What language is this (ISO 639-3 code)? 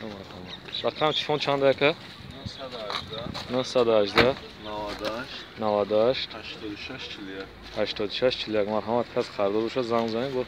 tgk